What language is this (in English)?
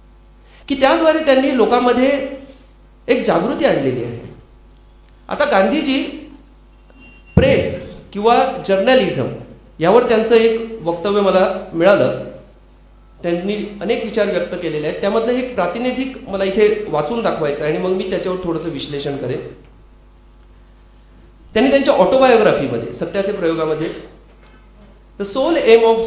Marathi